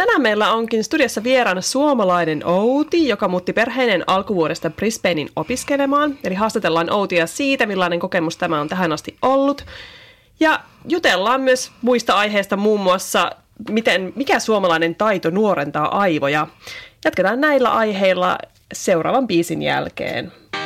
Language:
Finnish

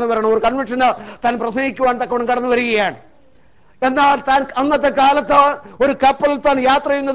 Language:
Malayalam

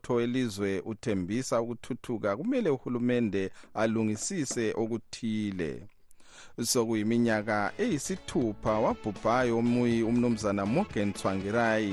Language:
North Ndebele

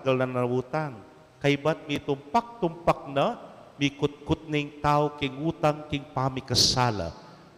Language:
Pampanga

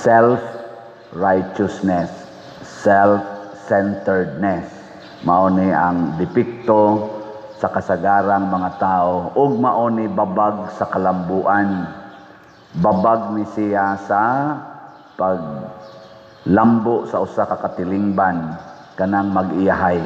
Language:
Cebuano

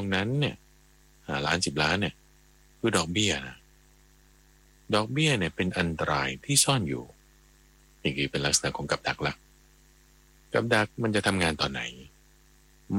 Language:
Thai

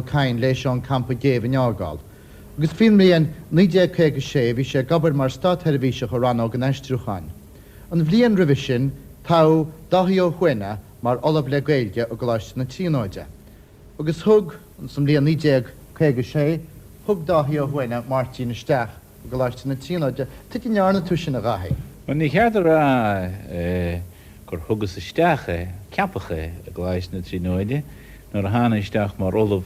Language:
Irish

